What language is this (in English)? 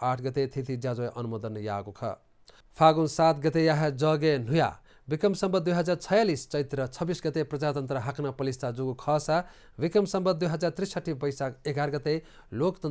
Newari